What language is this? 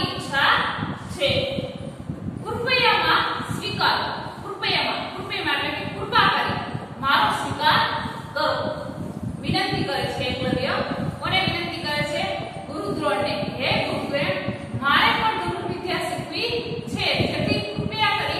Gujarati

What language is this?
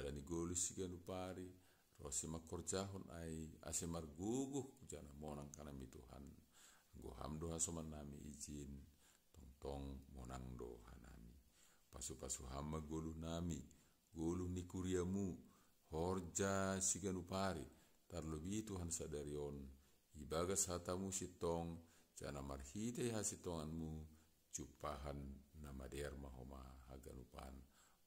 Batak Simalungun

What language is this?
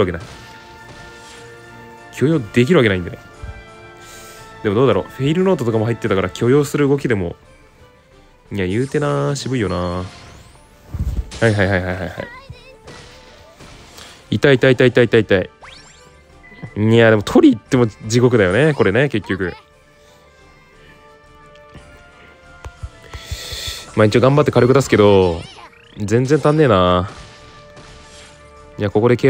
Japanese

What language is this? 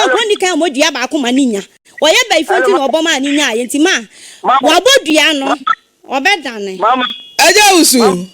Akan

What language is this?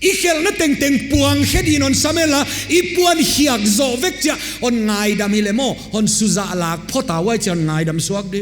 Paite Chin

